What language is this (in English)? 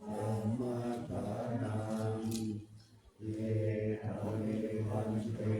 Pali